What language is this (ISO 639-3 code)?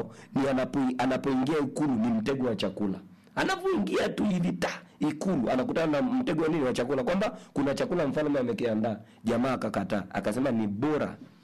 swa